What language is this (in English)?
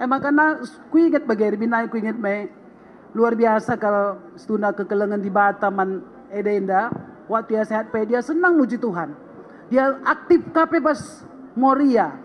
Batak Karo